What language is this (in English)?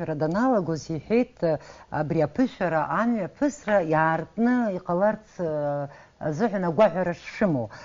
Abkhazian